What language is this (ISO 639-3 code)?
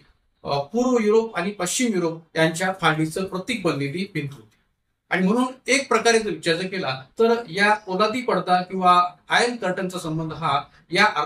mar